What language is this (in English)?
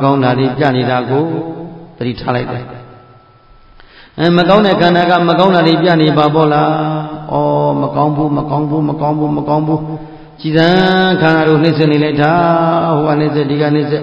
Burmese